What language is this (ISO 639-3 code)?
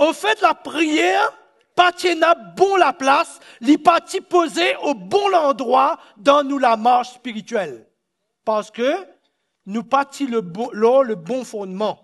mfe